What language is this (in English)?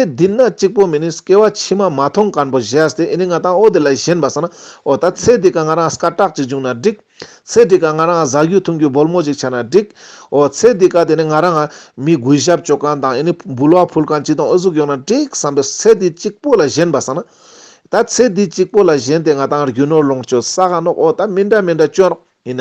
Ladakhi